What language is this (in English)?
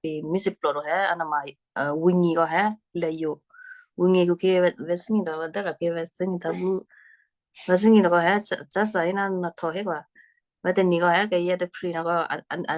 Western Kayah